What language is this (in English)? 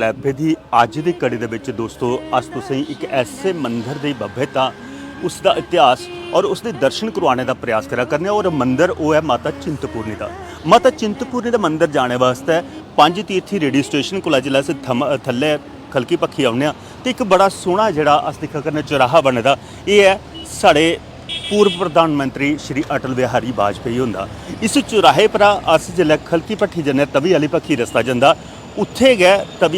Dogri